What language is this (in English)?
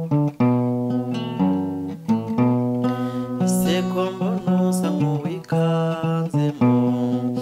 Kinyarwanda